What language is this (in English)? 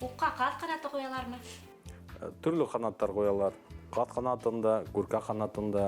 Bashkir